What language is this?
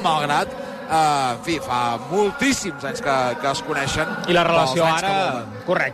Catalan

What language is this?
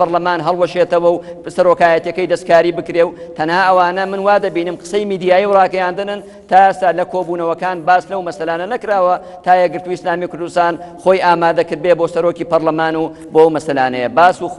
Central Kurdish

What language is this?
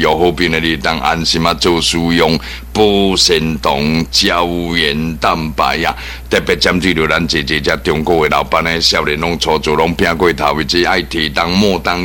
Min Nan Chinese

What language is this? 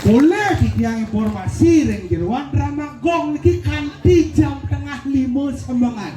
Balinese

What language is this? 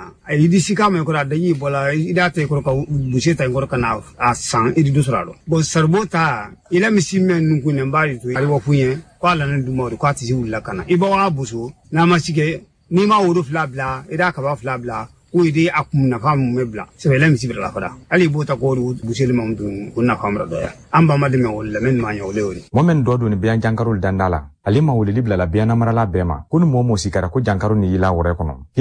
Bambara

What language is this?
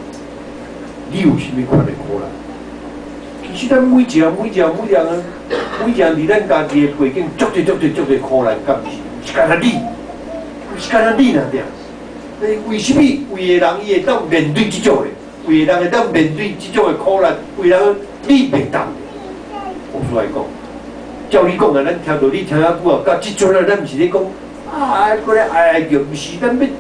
Min Nan Chinese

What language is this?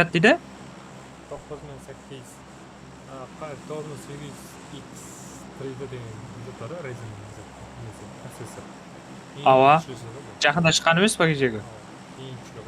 Kara-Kalpak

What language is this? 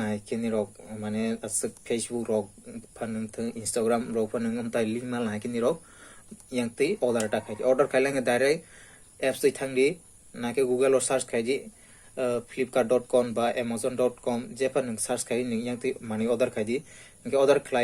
Kok Borok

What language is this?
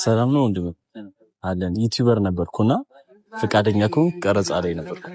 Amharic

